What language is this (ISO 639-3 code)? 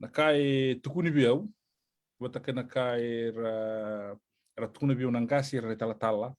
fij